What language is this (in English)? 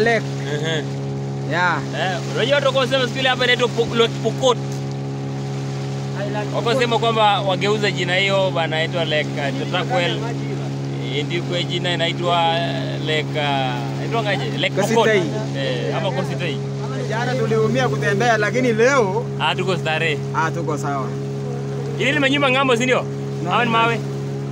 Swahili